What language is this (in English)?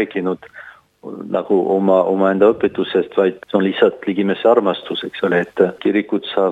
Estonian